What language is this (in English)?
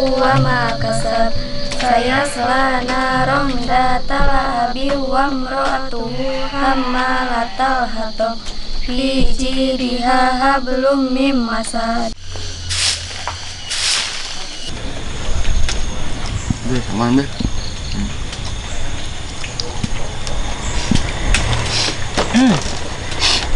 Sundanese